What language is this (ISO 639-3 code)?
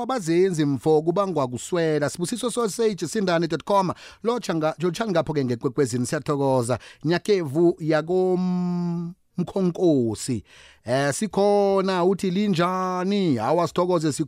nbl